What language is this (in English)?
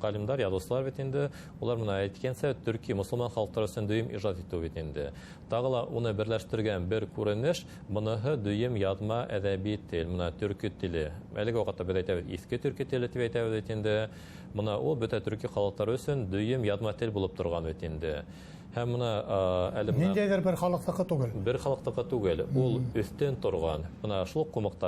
Bashkir